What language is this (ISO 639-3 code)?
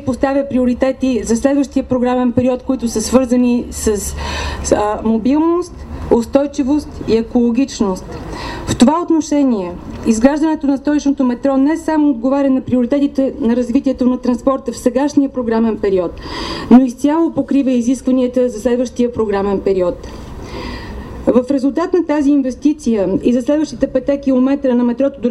bul